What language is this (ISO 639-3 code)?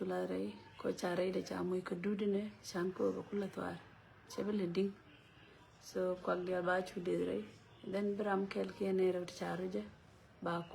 nus